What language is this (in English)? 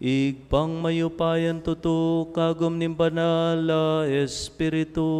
Pampanga